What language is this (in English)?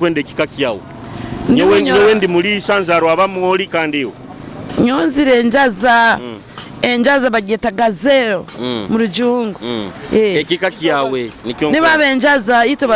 Nyoro